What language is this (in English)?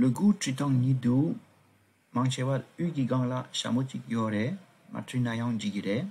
Tibetan